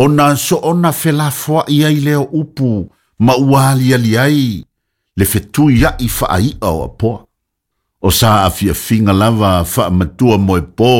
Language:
Samoan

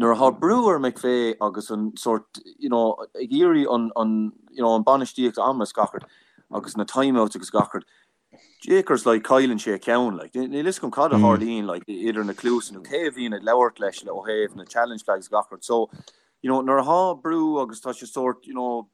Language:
Irish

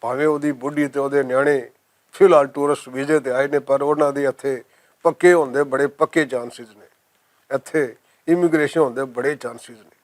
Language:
Western Panjabi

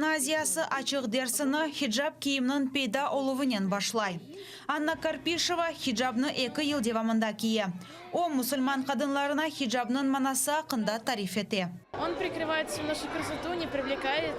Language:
Crimean Tatar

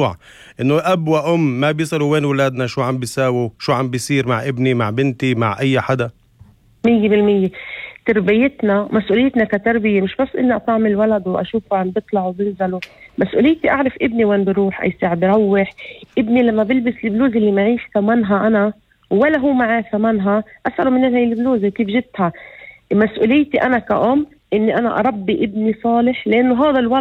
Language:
North Levantine Arabic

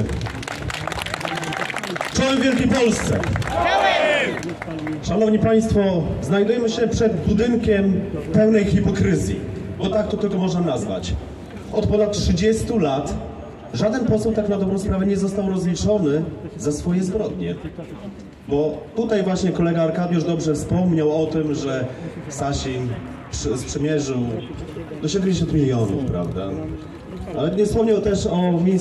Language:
Polish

